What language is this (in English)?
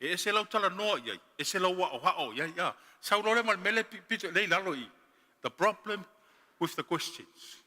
Samoan